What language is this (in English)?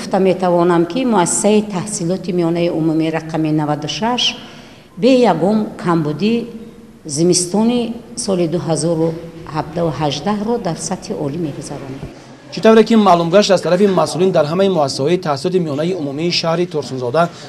Tajik